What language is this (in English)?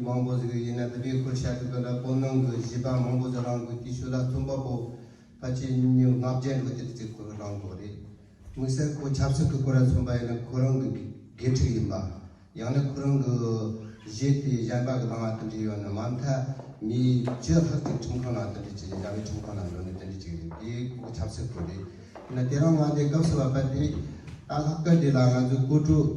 Tibetan